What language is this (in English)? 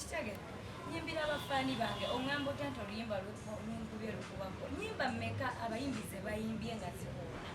Ganda